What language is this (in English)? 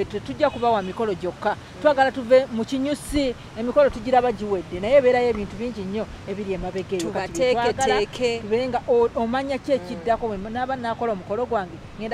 Ganda